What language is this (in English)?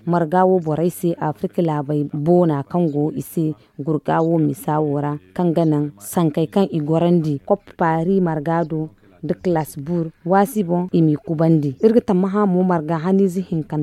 Zarma